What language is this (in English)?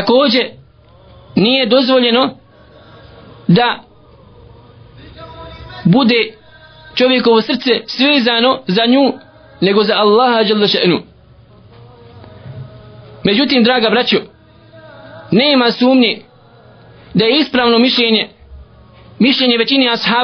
Bosnian